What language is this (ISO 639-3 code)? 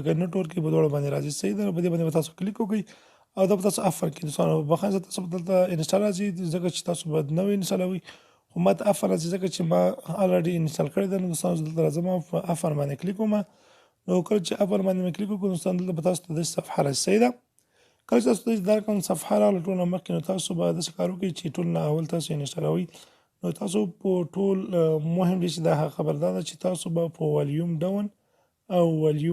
pus